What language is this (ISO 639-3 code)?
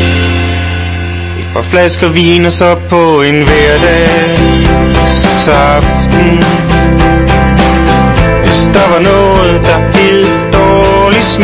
dan